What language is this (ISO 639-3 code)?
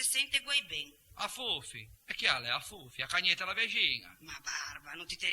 lij